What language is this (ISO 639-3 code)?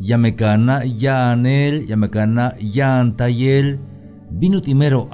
tzh